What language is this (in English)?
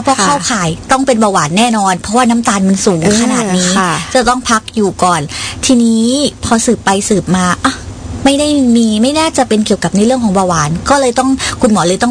Thai